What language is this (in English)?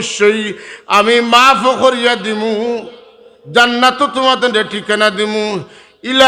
Sylheti